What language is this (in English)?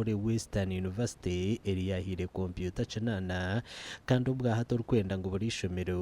Nyankole